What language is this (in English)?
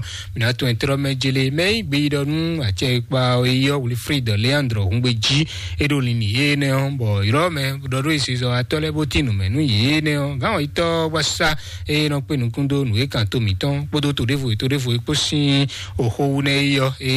Fon